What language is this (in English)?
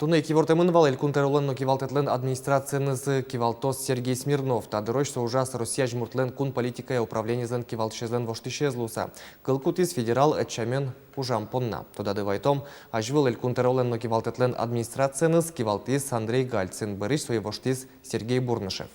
Udmurt